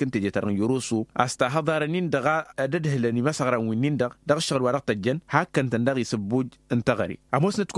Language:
Tamasheq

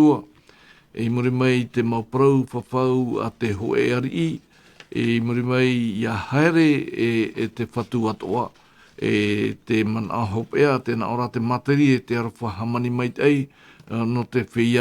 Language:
Tahitian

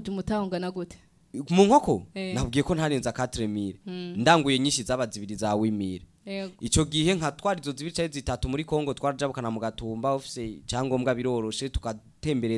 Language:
Rundi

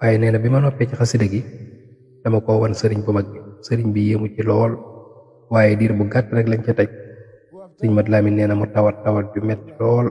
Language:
Wolof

